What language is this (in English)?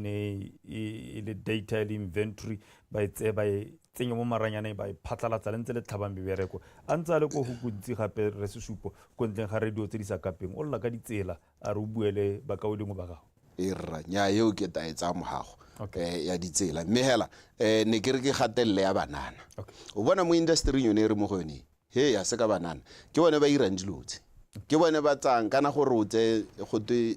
Tswana